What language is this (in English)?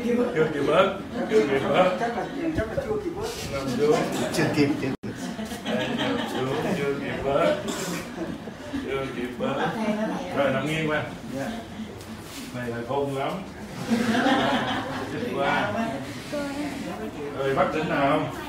Vietnamese